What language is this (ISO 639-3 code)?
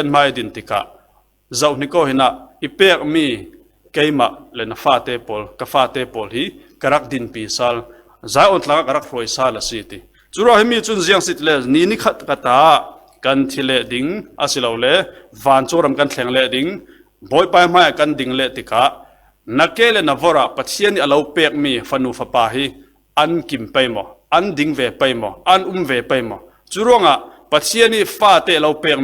cfm